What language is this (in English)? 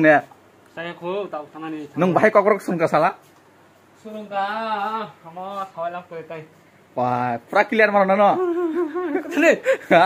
Kok Borok